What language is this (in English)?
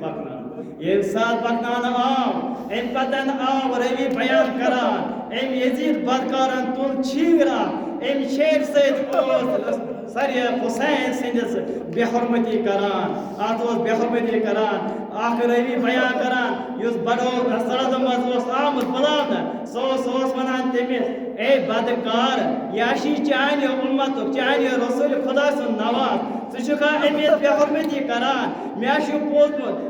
Kashmiri